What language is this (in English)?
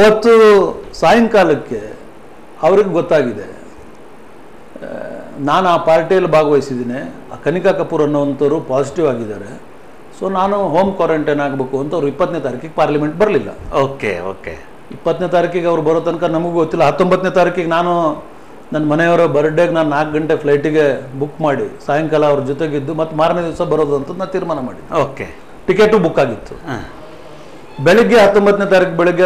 Kannada